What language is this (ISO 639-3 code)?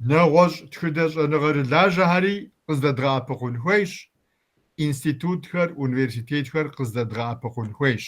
kbd